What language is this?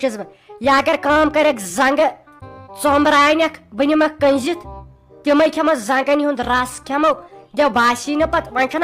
Kashmiri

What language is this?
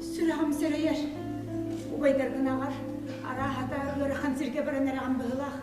Yakut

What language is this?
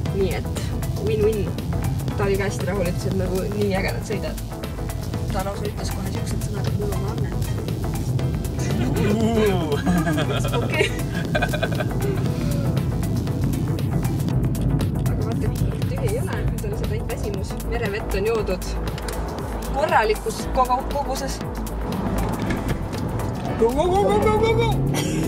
Estonian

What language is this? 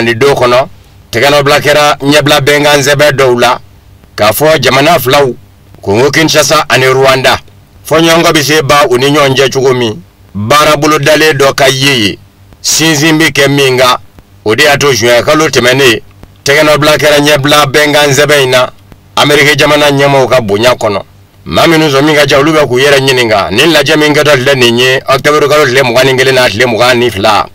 Bambara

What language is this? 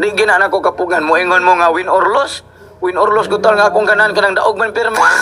Cebuano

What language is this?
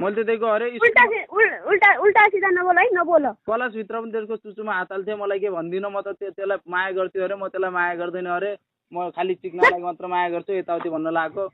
Nepali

